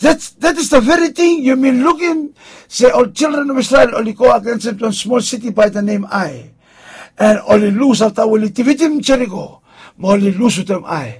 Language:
Bislama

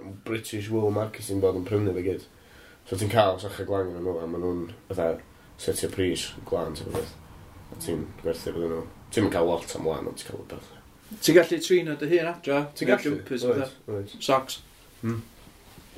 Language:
Welsh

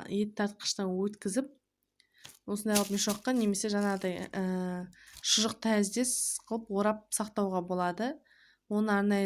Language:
Kazakh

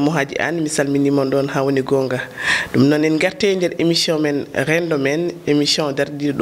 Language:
Fula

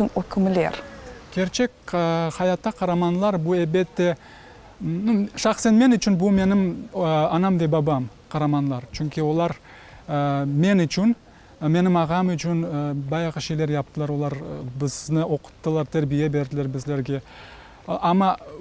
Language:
Crimean Tatar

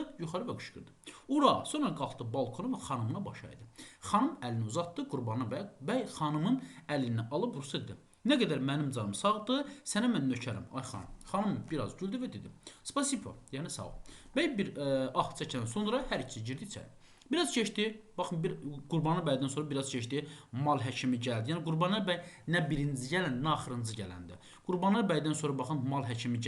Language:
Azerbaijani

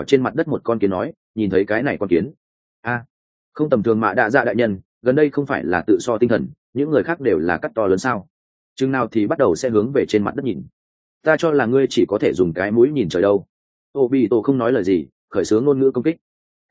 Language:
Vietnamese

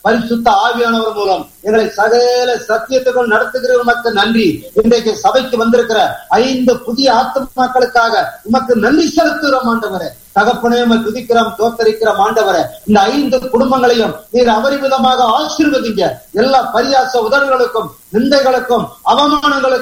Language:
Tamil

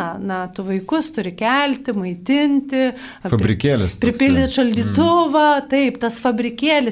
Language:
Lithuanian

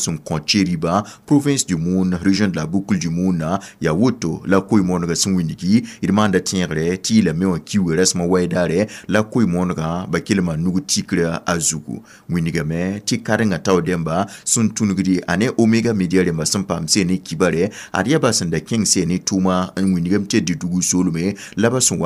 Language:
Mossi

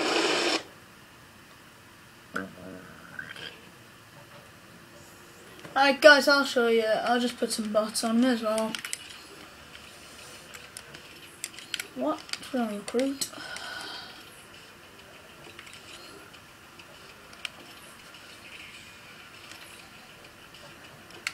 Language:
English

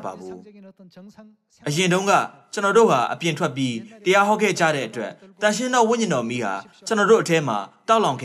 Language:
Burmese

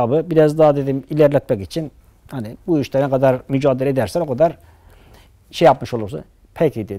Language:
Turkish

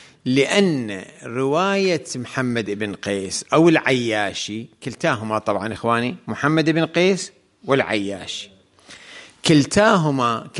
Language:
Arabic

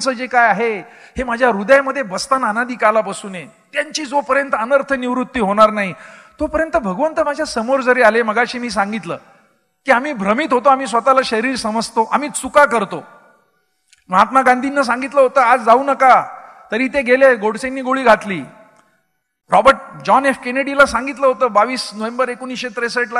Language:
Marathi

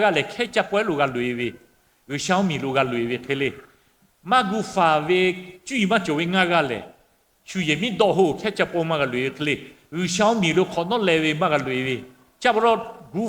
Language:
Lahu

